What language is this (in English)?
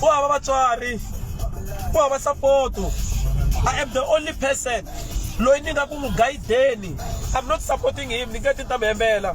Tsonga